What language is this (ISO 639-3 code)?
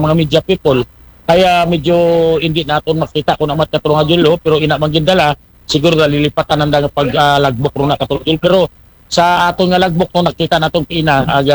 akl